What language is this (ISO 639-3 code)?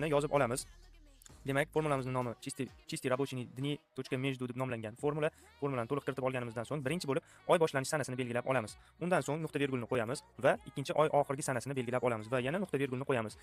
uzb